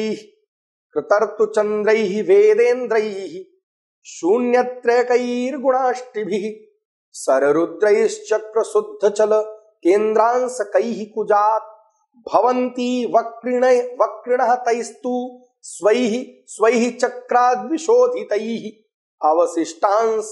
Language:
Sanskrit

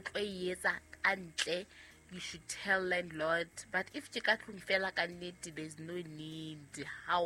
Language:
Southern Sotho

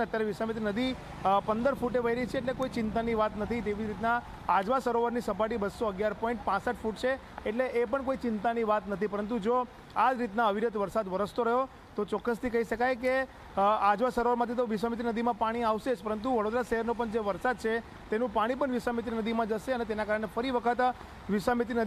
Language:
Gujarati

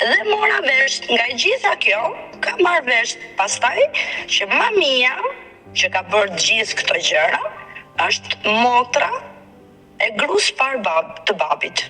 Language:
Albanian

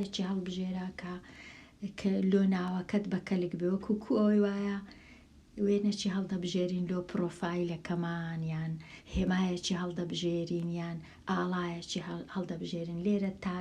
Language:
Central Kurdish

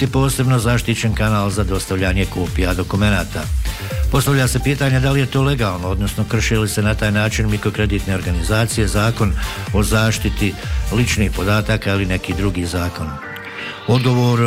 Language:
Bosnian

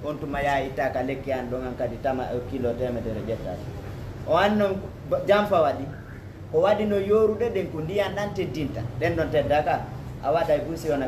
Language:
Fula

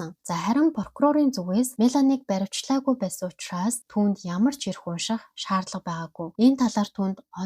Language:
Mongolian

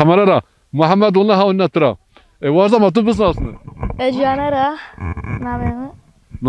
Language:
Zaza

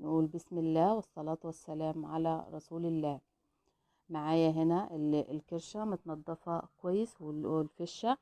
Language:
Egyptian Arabic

